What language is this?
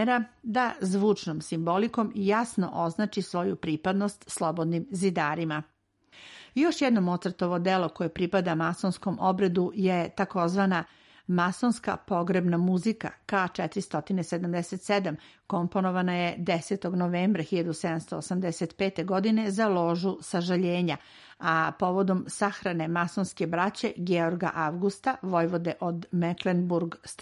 Serbian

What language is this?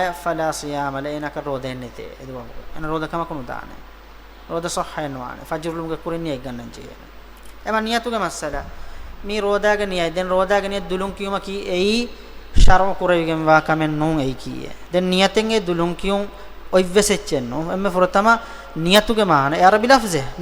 Divehi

